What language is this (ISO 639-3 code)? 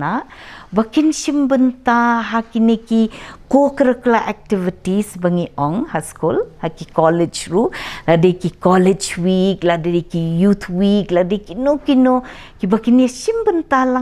kha